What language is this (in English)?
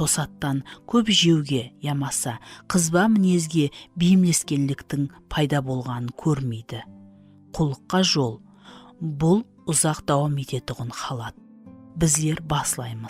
Kara-Kalpak